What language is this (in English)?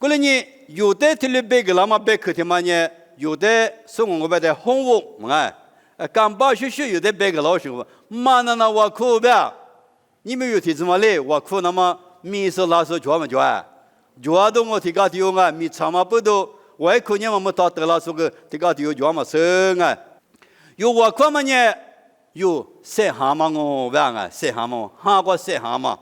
Lisu